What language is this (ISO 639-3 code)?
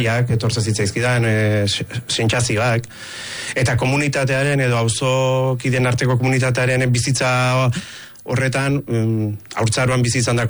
eus